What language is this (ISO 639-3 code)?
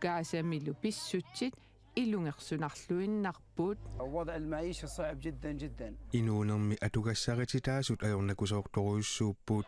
kal